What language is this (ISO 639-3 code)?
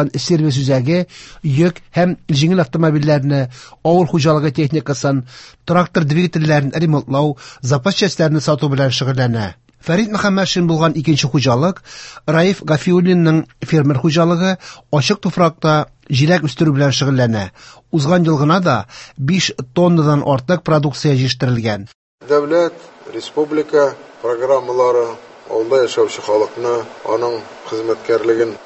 tat